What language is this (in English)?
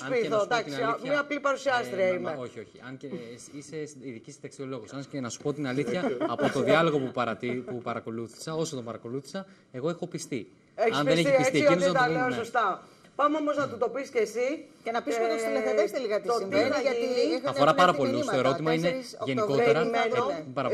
Greek